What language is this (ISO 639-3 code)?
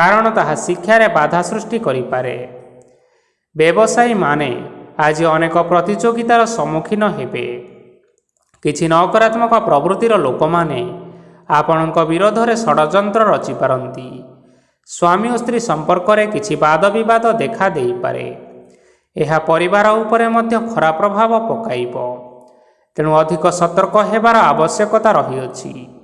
ori